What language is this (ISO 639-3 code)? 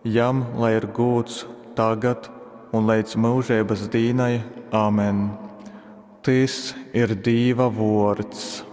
ltg